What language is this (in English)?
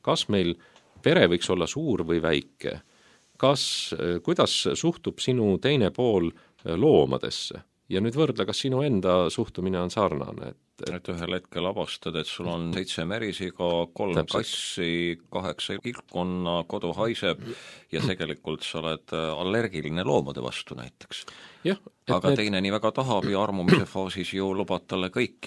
Estonian